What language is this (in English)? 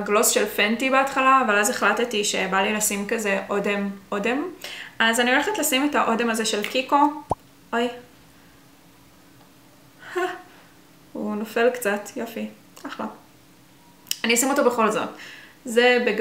Hebrew